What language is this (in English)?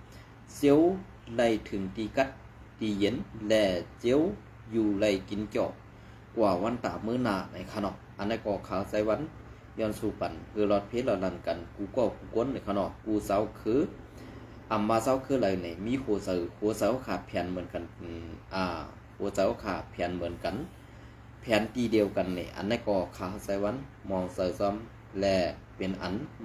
Shan